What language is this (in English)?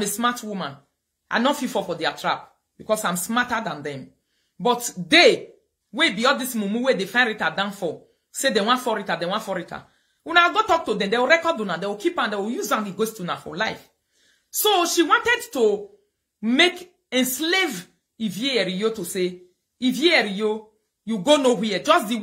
Nigerian Pidgin